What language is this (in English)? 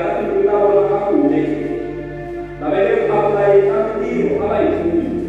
Tsonga